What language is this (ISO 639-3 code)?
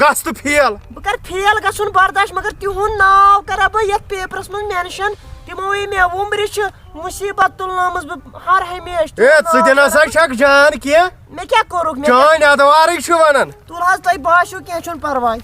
kas